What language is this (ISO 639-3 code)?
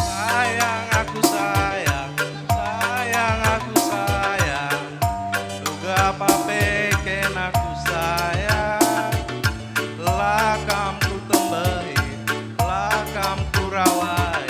btx